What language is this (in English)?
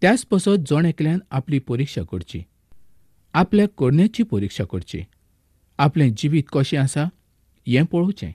Konkani